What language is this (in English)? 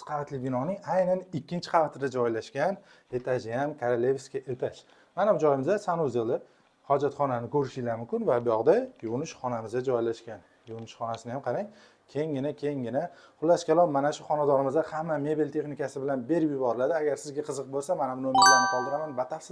Uzbek